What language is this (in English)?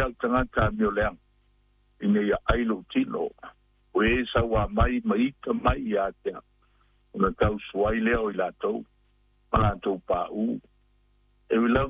Samoan